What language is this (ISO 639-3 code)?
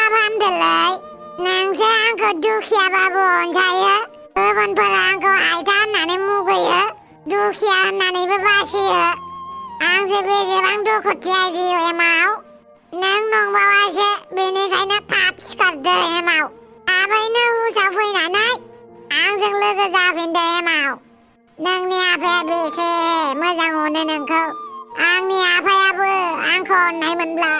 brx